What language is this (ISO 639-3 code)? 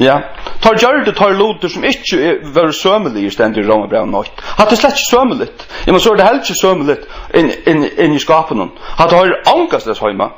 fao